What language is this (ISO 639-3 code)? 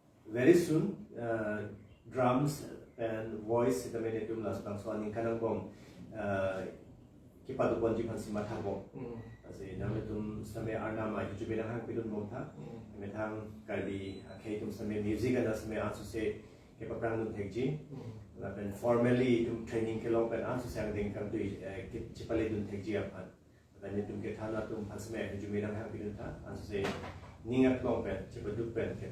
mjw